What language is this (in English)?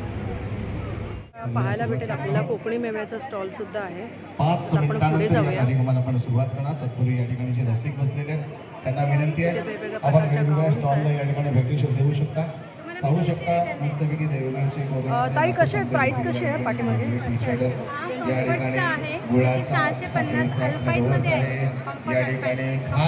Marathi